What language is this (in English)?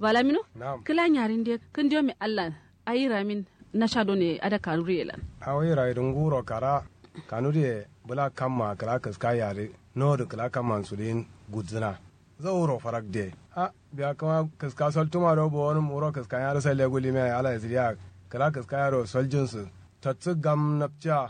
Kanuri